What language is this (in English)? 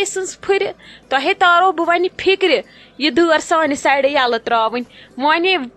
Kashmiri